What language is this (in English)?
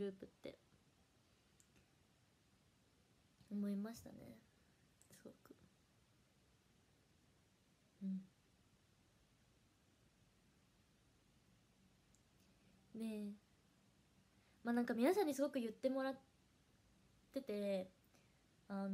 Japanese